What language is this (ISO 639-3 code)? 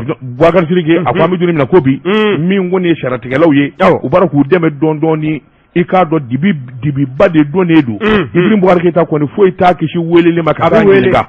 bam